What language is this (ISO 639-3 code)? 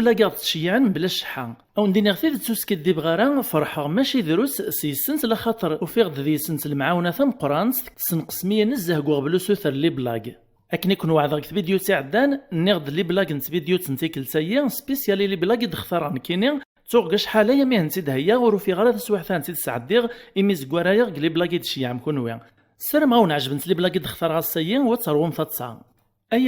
kab